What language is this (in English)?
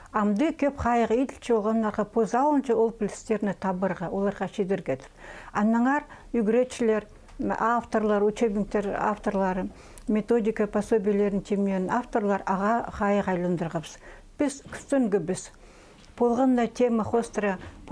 Khakas